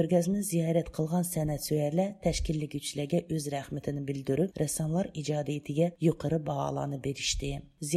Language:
Uyghur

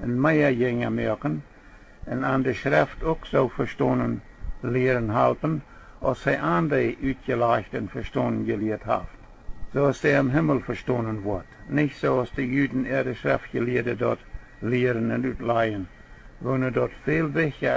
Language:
Plautdietsch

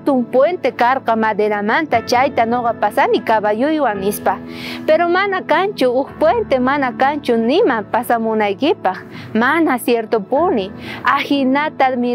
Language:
South Bolivian Quechua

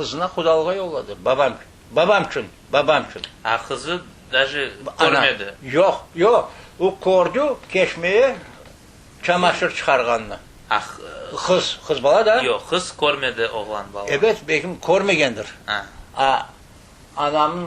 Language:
Crimean Tatar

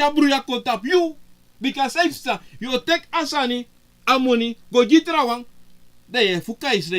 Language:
Sranan Tongo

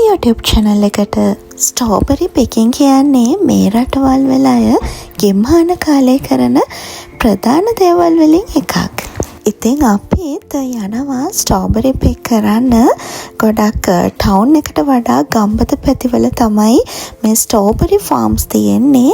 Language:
Sinhala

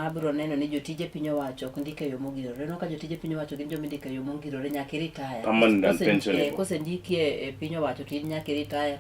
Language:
Luo (Kenya and Tanzania)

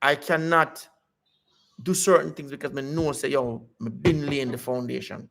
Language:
Jamaican Creole English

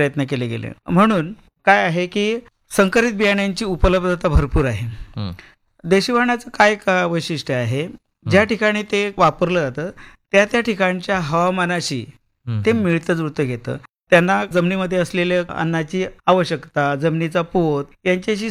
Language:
Marathi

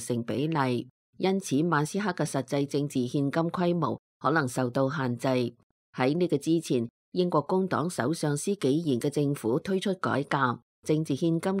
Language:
Cantonese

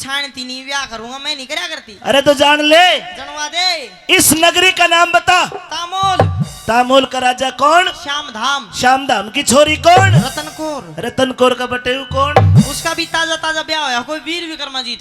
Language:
Haryanvi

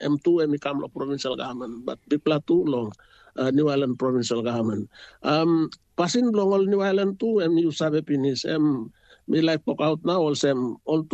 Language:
Tok Pisin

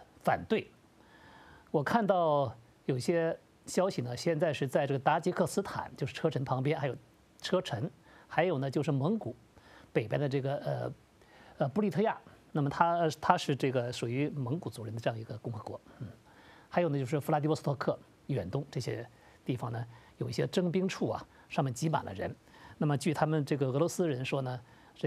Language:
Chinese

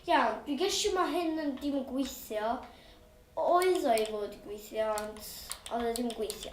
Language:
Welsh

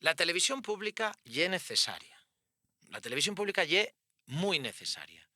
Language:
Asturian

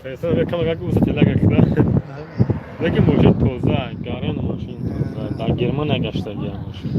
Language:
Tajik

